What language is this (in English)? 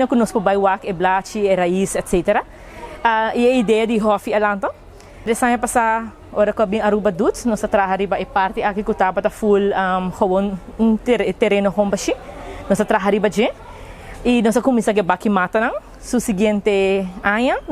Papiamento